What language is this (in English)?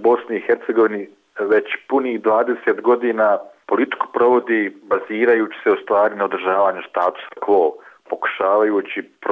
Bosnian